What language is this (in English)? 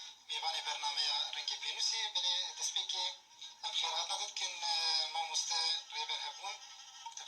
Kurdish